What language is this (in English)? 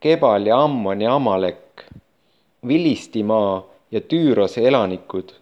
Estonian